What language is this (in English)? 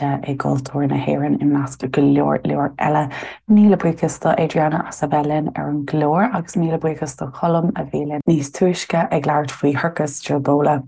Irish